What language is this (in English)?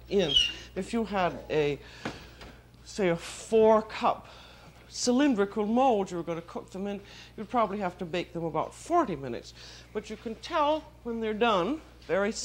English